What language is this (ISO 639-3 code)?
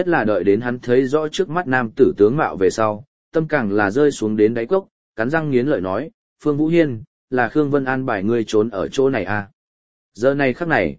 vie